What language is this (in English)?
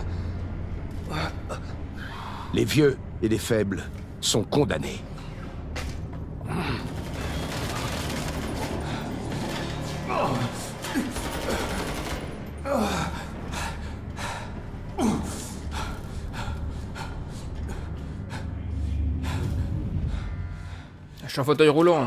French